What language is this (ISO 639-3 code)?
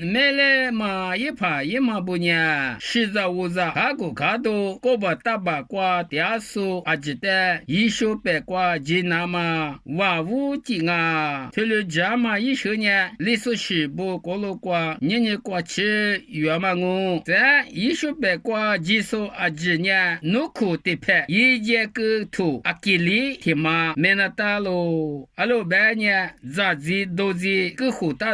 lis